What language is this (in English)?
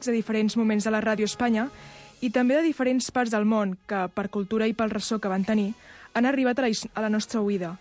Catalan